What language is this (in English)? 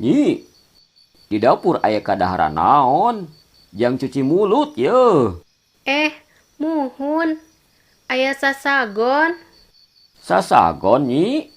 Sundanese